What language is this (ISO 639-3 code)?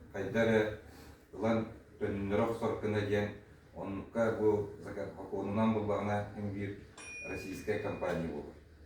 sah